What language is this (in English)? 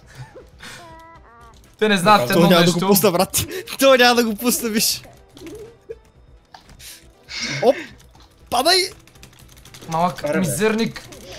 Bulgarian